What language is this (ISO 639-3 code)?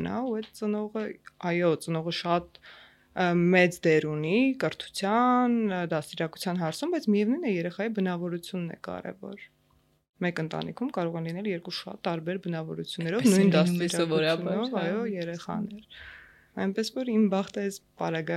hye